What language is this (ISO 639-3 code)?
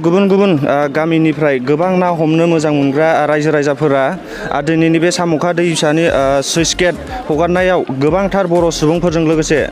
brx